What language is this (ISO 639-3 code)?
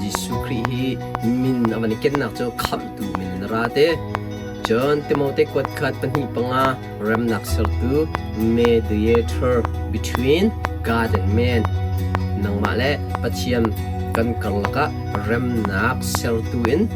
cnh